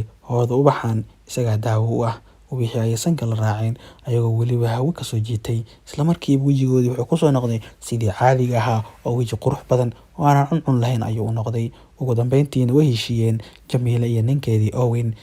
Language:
Somali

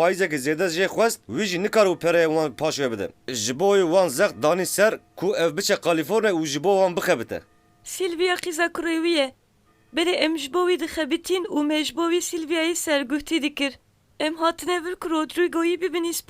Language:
Kurdish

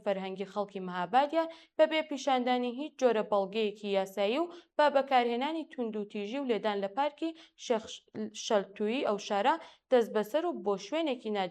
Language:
Central Kurdish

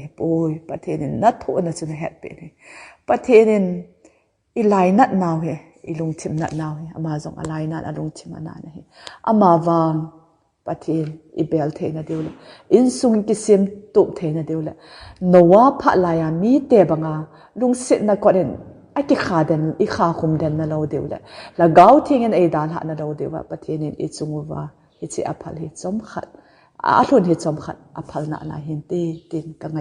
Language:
Thado Chin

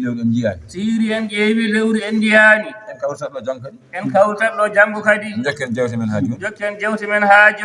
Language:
Fula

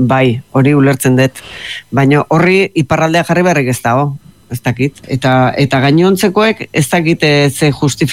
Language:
Basque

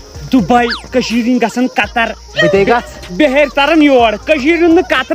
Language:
Kashmiri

